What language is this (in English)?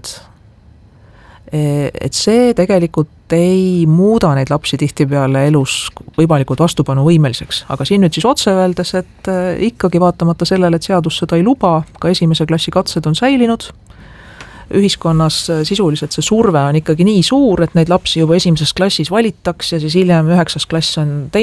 Estonian